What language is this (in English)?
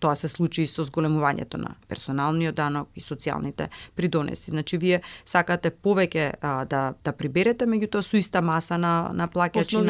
Macedonian